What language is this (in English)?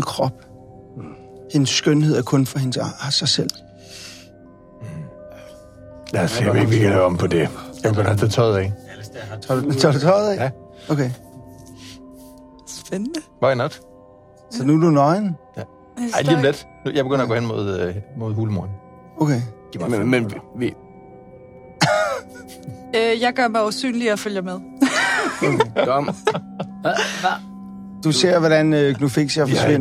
Danish